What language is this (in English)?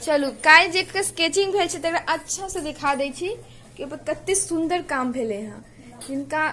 Maithili